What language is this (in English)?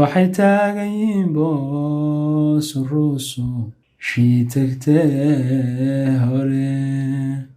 Somali